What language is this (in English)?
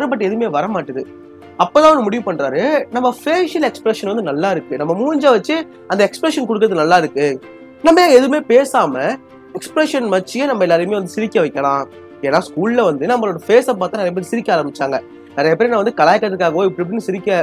Tamil